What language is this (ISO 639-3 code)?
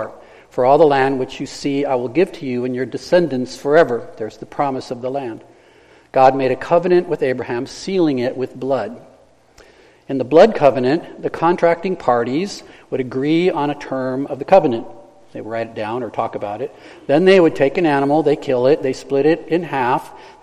eng